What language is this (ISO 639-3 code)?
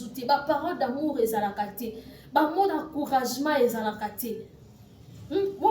lin